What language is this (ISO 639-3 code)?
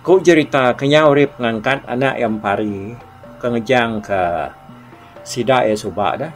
iba